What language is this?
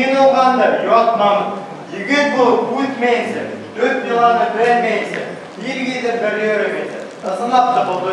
Bashkir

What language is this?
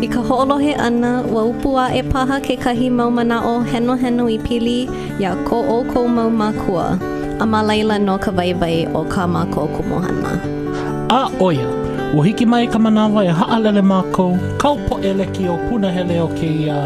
Hawaiian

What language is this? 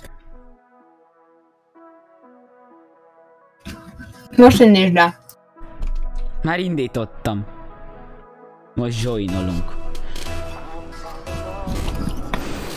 Hungarian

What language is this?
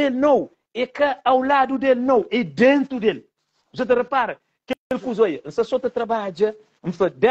Kabuverdianu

